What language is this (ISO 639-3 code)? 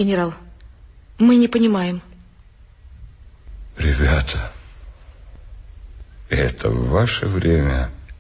rus